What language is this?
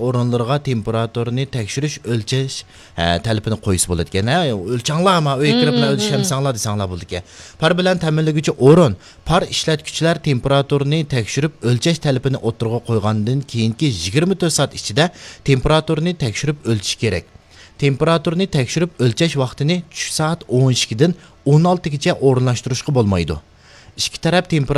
Uyghur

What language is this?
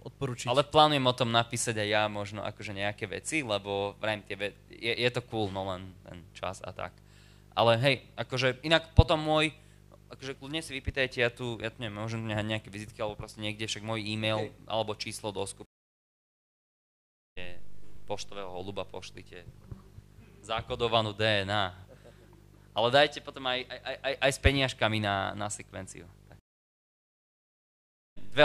Slovak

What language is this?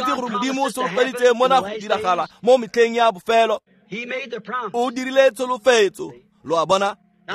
Tswana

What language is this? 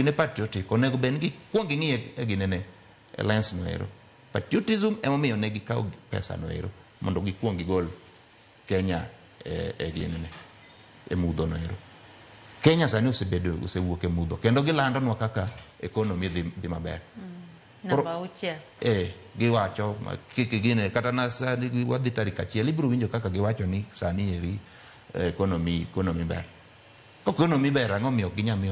Luo (Kenya and Tanzania)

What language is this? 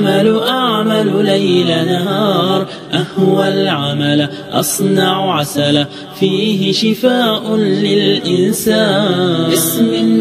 Arabic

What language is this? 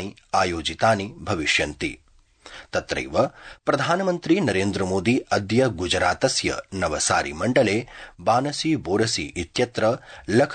Sanskrit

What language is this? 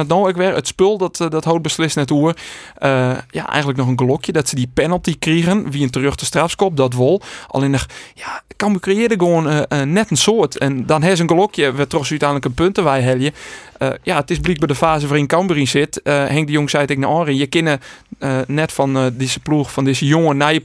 Western Frisian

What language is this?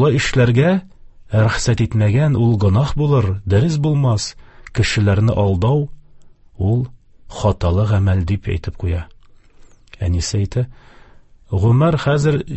Tatar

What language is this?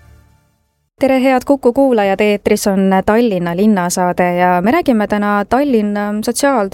Estonian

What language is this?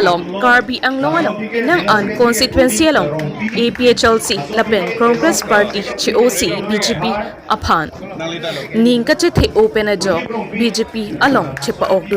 Karbi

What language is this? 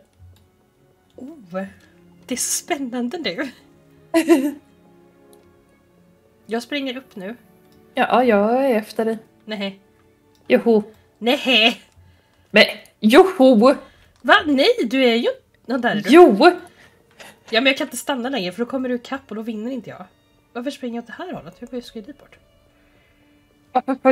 Swedish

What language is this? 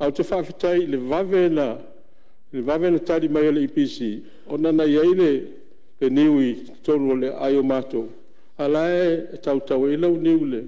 Samoan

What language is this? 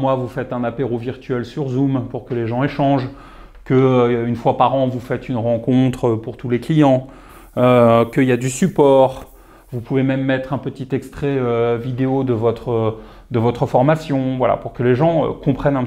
French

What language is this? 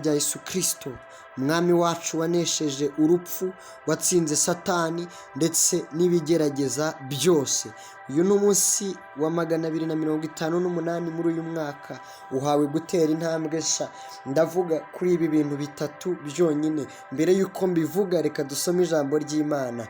Kinyarwanda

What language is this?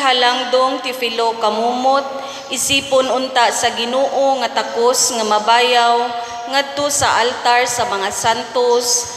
Cebuano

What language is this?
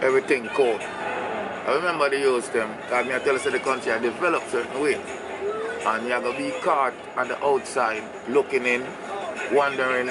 Jamaican Creole English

